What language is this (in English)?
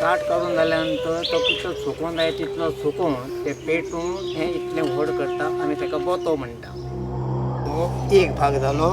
Konkani